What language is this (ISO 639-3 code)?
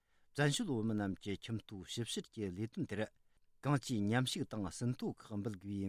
bod